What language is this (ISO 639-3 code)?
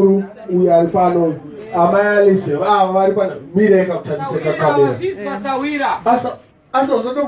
sna